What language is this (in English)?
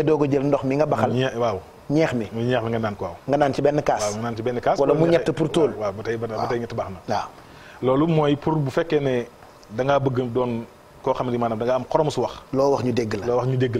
Wolof